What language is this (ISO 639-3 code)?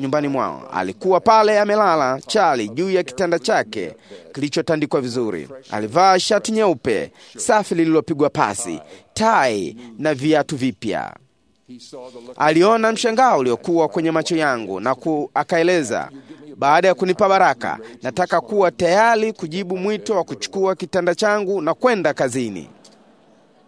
swa